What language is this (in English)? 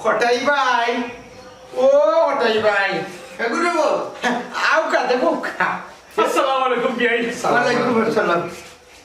Sylheti